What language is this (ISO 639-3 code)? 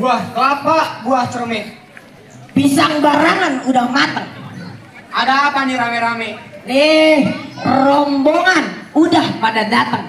bew